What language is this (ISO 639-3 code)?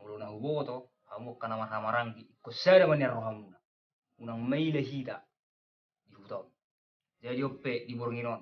bbc